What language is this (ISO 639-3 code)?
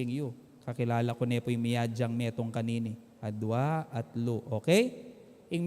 pam